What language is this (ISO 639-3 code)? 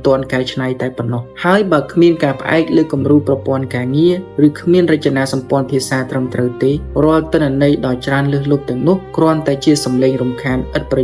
khm